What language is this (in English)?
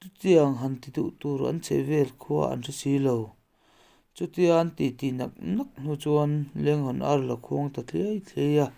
Mizo